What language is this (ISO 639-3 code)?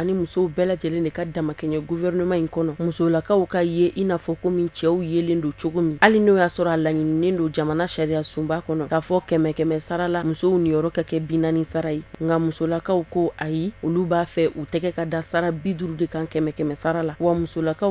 bam